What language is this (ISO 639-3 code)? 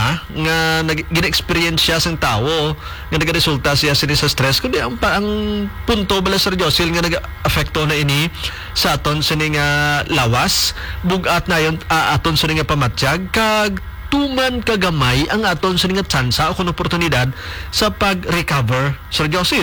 hil